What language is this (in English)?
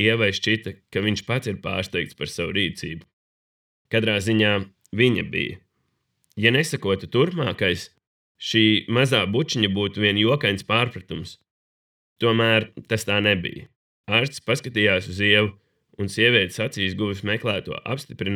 Latvian